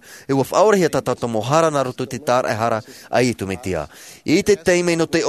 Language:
Tahitian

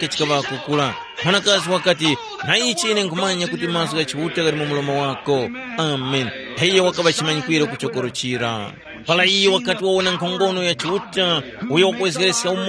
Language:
Tumbuka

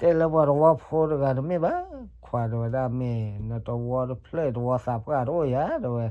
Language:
S'gaw Karen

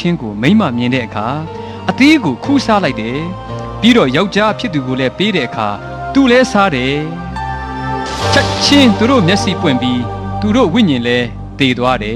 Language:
Burmese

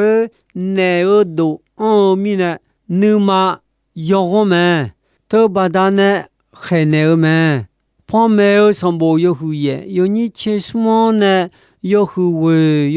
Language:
Akha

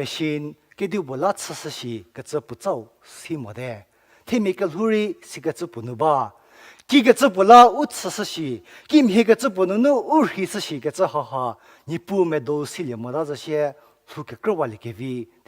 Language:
Angami Naga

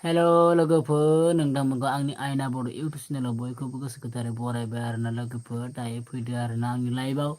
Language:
Bodo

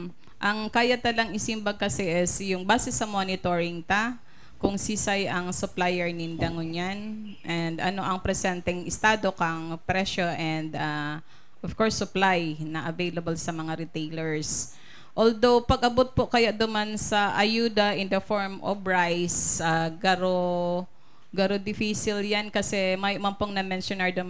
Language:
Bikol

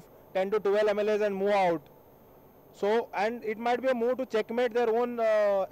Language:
Konkani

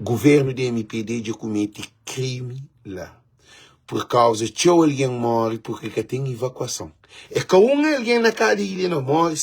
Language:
Kabuverdianu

